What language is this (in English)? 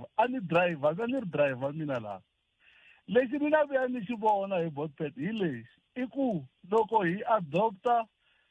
Tsonga